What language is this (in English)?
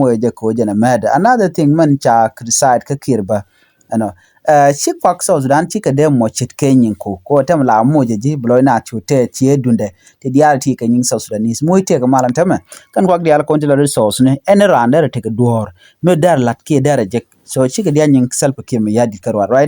Nuer